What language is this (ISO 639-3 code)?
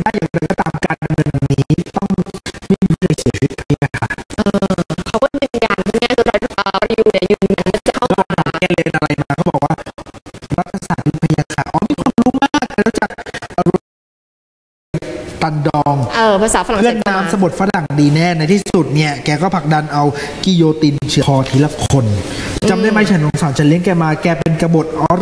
tha